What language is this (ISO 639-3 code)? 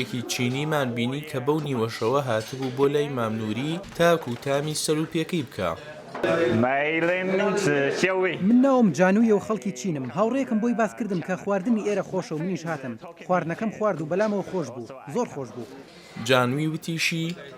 ckb